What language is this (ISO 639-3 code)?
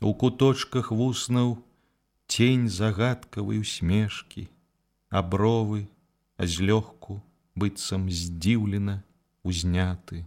bel